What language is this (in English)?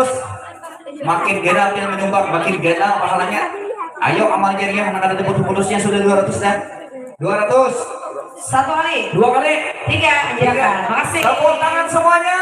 Banjar